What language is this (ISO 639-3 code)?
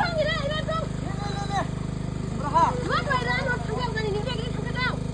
dis